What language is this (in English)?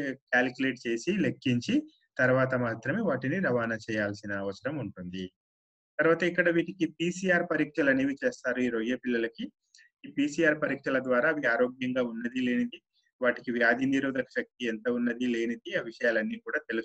Telugu